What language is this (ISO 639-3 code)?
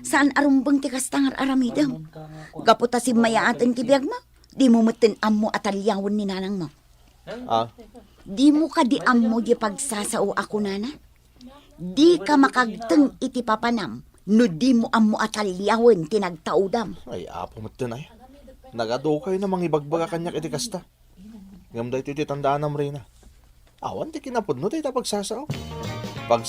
ilo